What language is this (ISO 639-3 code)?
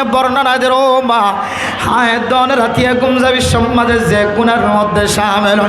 rhg